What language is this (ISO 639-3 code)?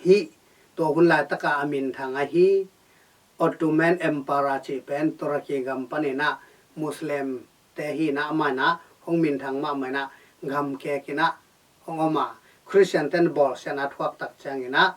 ctd